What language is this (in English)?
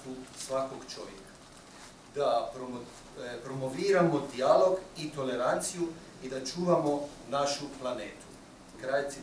Croatian